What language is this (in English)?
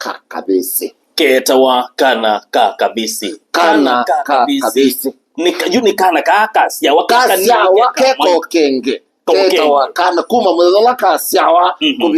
Kamba